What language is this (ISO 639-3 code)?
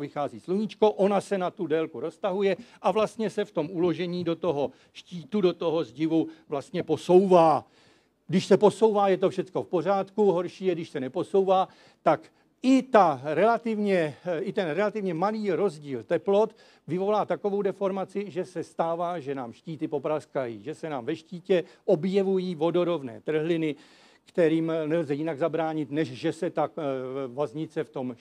ces